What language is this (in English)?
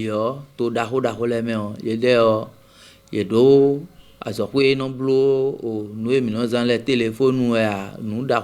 Fon